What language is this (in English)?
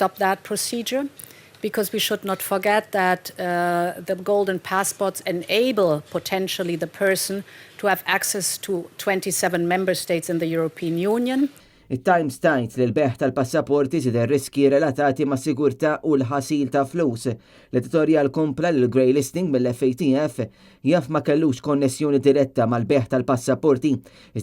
Maltese